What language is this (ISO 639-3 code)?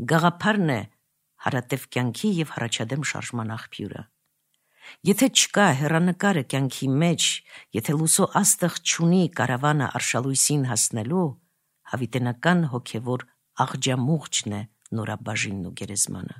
hye